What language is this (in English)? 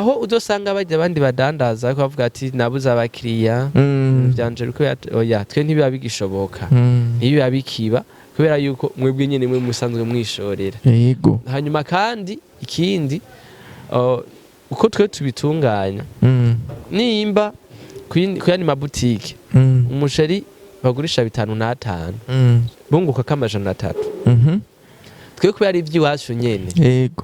Rundi